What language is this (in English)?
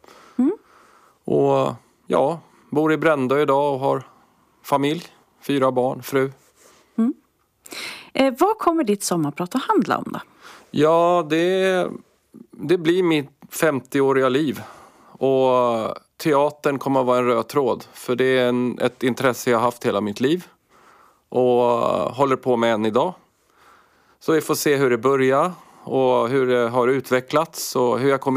Swedish